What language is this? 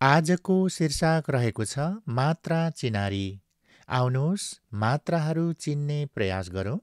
Nepali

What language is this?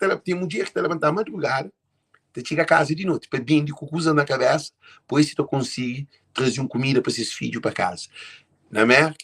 Kabuverdianu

